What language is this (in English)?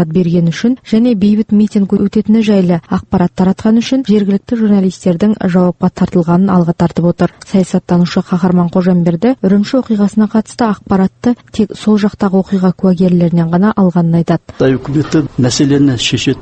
Kazakh